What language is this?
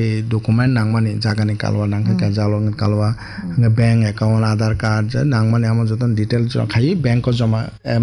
Kok Borok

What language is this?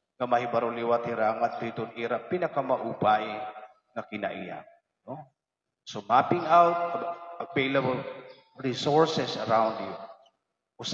Waray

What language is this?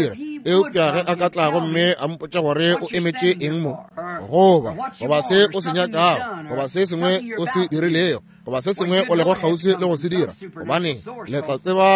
Northern Sotho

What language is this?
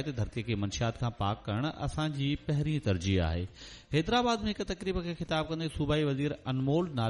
Sindhi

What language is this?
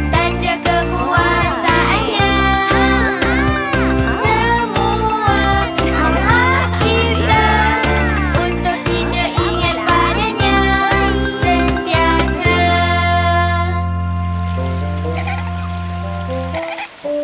Malay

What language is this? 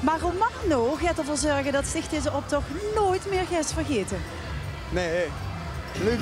Limburgish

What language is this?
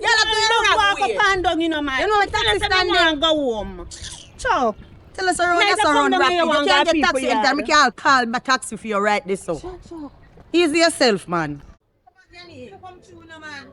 Jamaican Creole English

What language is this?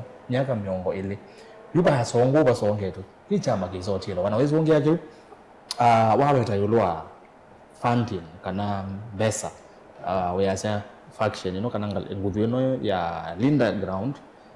Kamba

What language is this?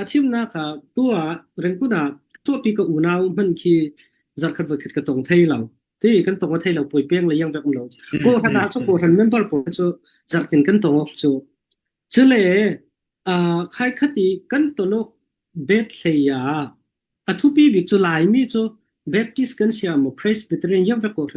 Falam Chin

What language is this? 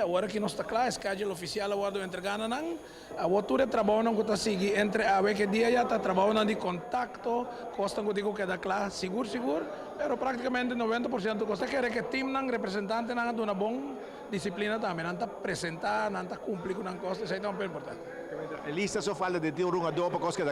Papiamento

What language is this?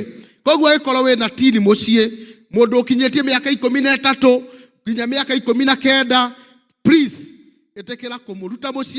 Kikuyu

